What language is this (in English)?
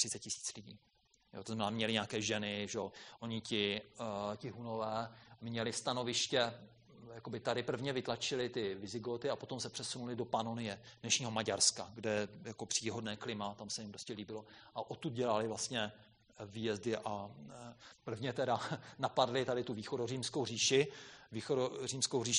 Czech